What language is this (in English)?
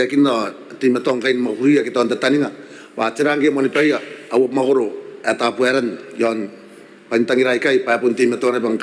Gilbertese